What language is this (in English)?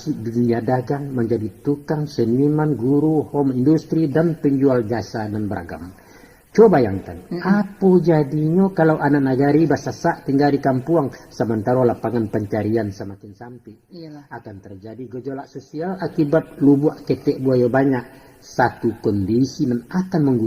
Minangkabau